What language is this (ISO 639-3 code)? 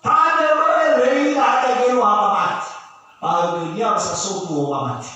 nia